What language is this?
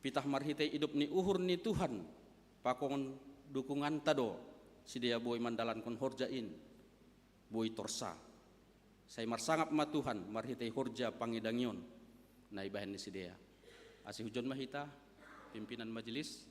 Batak Simalungun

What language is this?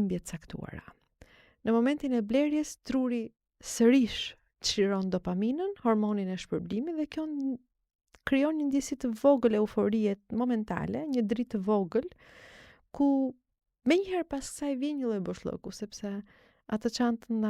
Albanian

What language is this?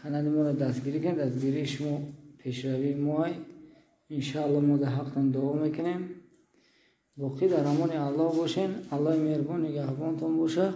Tajik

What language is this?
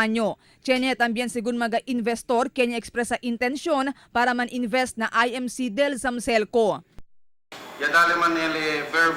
Chavacano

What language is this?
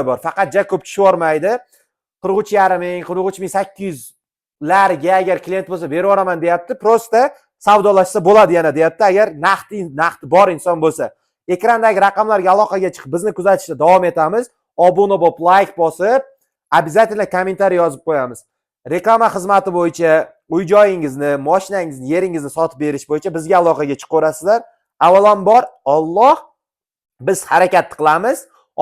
Uzbek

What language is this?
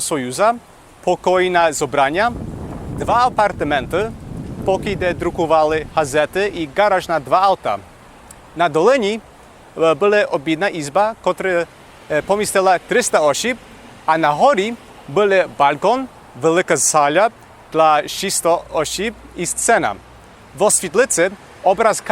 Rusyn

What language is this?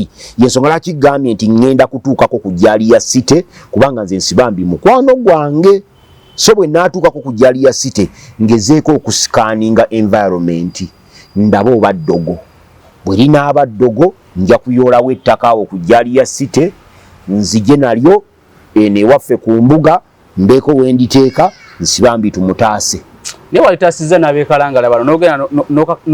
Ganda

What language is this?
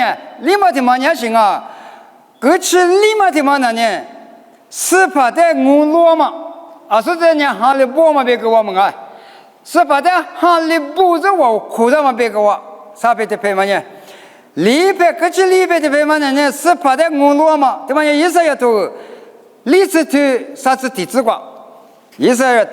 Lisu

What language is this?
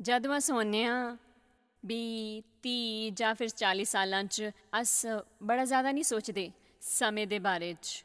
Dogri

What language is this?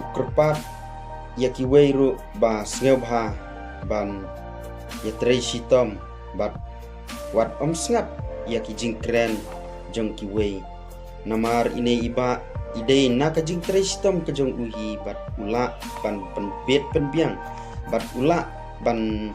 Khasi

